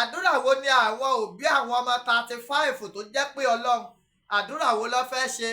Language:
Yoruba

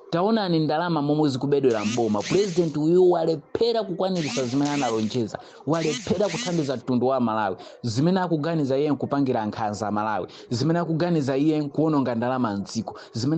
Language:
Nyanja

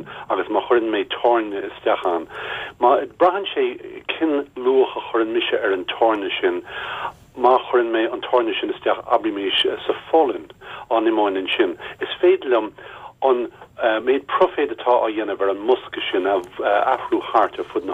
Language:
Irish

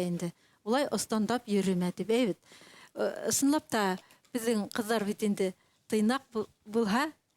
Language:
Bashkir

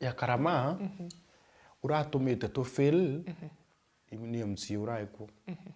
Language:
Meru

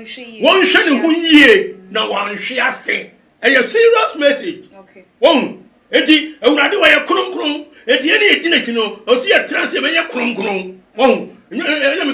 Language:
Akan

